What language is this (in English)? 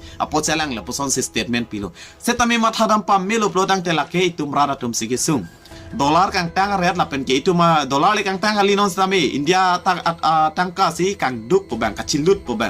Karbi